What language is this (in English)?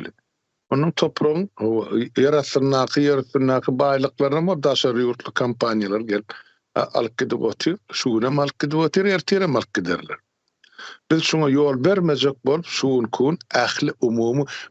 Turkmen